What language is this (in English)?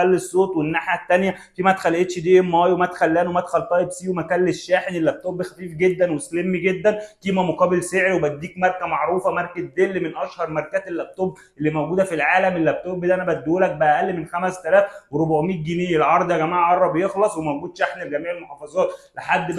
Egyptian Arabic